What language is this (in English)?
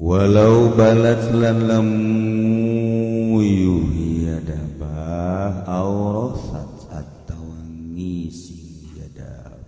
Sundanese